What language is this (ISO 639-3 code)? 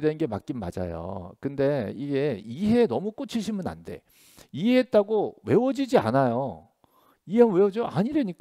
kor